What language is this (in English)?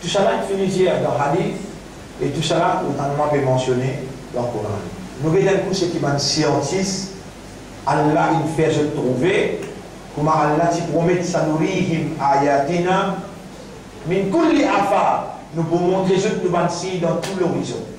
Morisyen